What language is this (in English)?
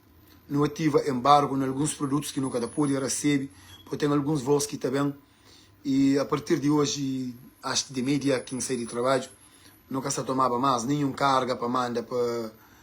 Kabuverdianu